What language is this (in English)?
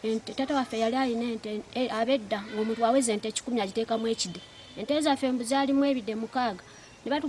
Ganda